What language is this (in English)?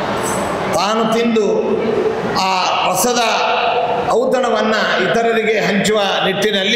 Kannada